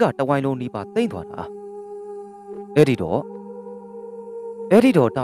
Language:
Burmese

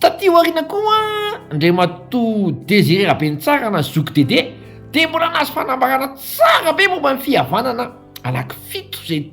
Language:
Malagasy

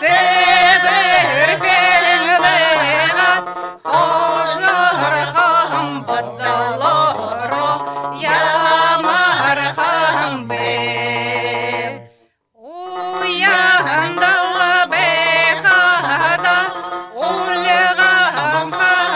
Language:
Buriat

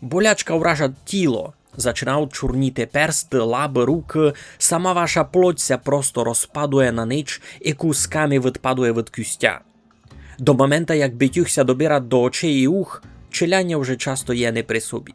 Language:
Rusyn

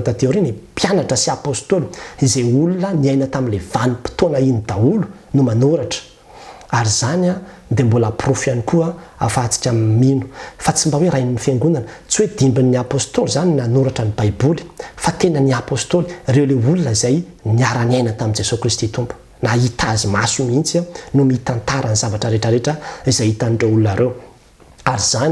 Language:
Malagasy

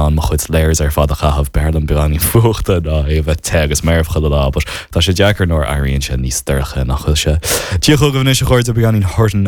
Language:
Irish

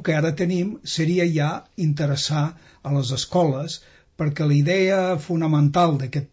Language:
Catalan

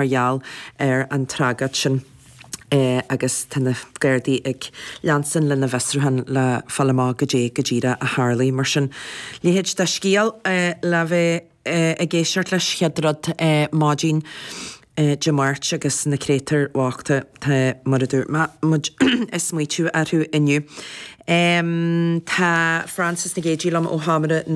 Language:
Irish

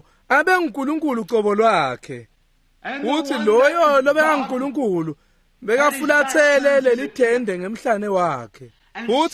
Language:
Swati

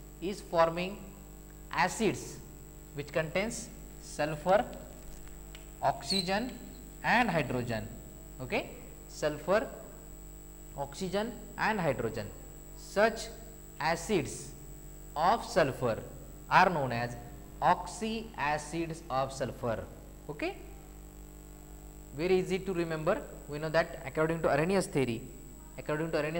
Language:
English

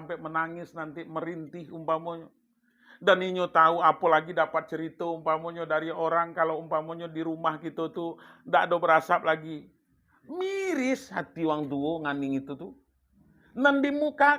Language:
Minangkabau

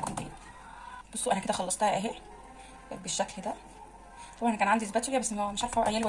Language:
Egyptian Arabic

